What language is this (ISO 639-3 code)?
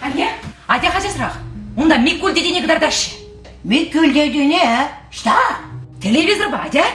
chv